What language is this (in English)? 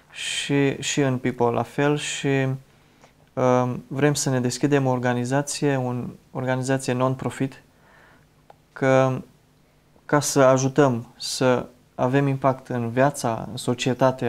Romanian